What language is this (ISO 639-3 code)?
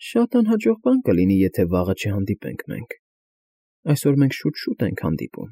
hye